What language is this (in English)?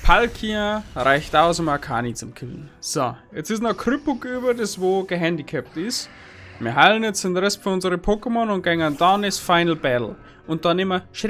Bavarian